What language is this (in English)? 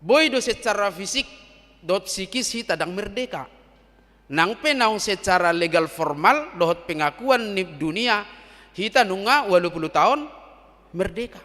Batak Toba